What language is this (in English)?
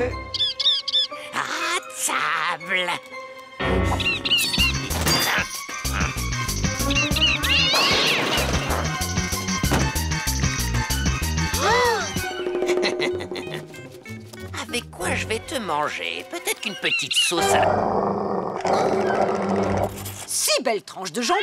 French